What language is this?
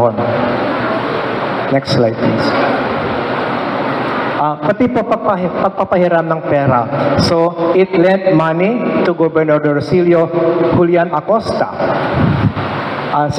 Filipino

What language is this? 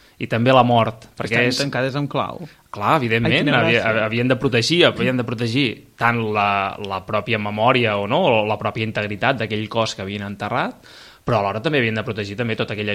Catalan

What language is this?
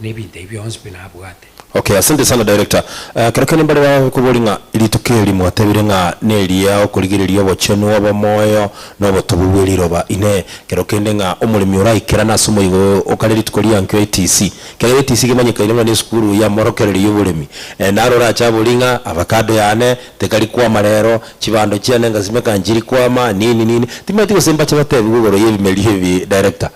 Gusii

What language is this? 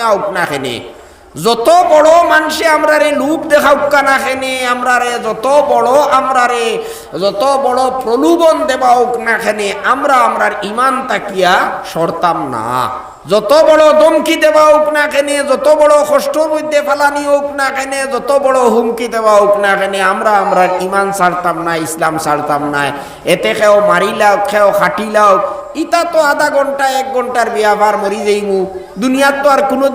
Sylheti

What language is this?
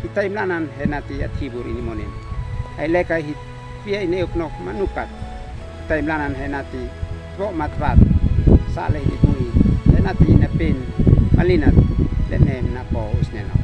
Uab Meto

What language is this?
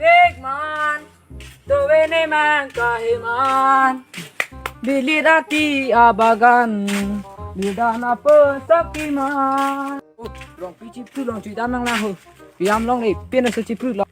Karbi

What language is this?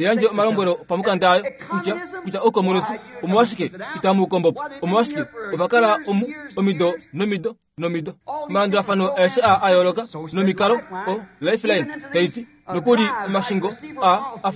Kuanyama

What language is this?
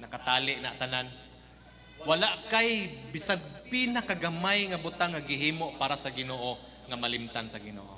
Cebuano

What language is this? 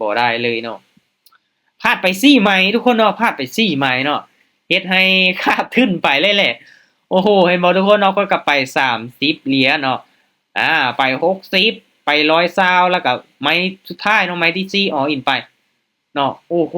Lao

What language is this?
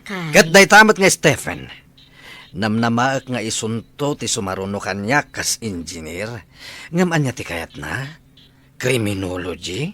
Iloko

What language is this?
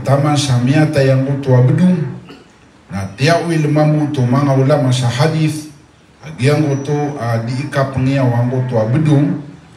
Maranao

